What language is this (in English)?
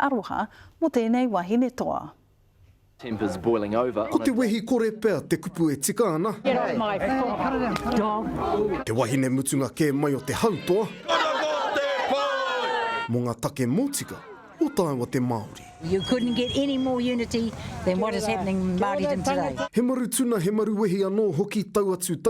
Māori